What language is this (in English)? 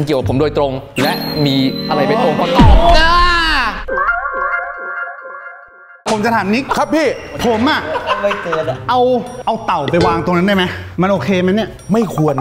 Thai